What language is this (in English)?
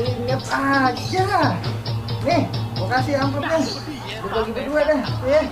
Betawi